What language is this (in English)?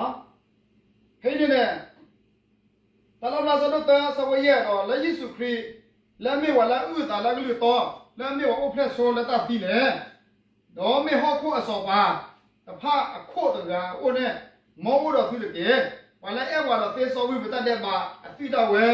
S'gaw Karen